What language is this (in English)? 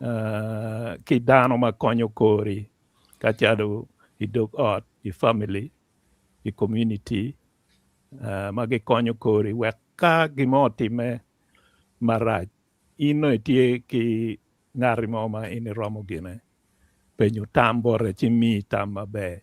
Acoli